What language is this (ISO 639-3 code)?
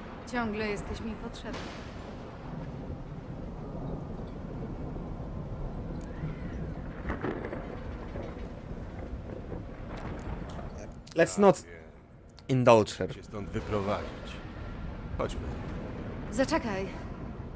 pol